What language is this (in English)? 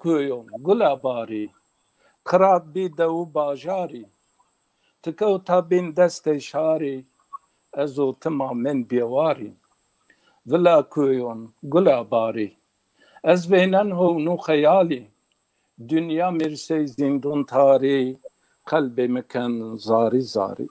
Zaza